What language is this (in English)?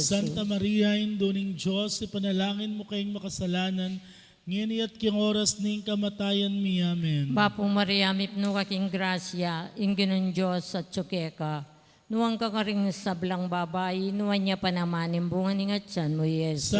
Pampanga